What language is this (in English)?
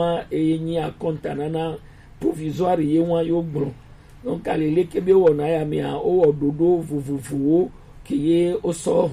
Gen